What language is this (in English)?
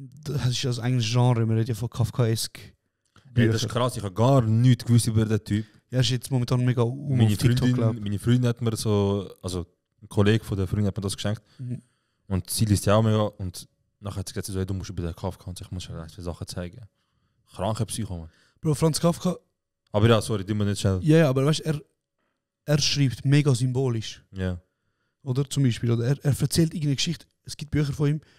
Swiss German